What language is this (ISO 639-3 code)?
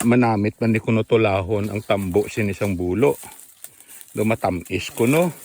hil